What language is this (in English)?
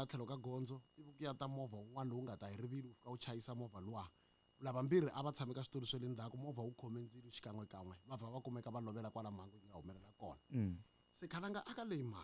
Tsonga